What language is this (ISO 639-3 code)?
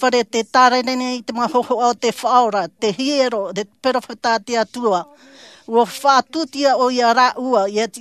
tah